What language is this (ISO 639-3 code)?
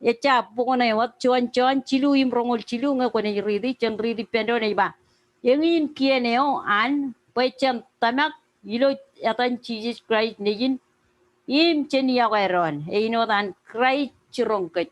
mah